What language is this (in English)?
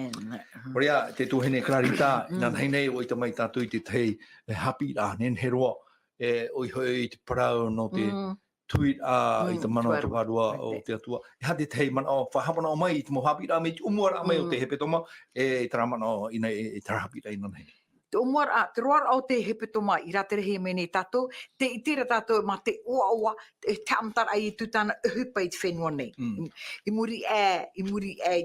Tahitian